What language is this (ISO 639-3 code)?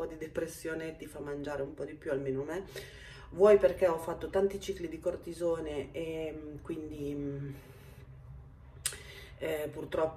ita